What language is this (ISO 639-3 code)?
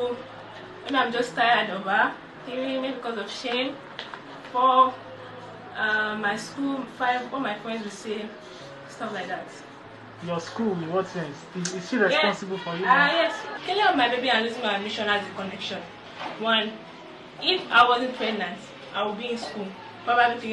pcm